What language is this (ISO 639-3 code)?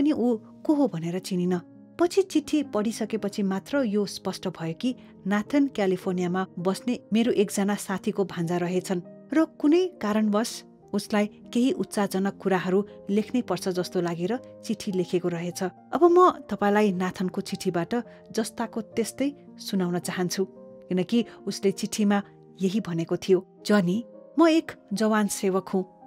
nep